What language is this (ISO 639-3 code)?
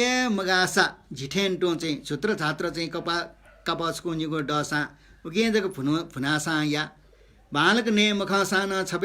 new